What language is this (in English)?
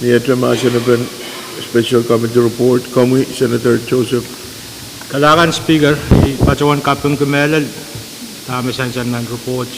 Pohnpeian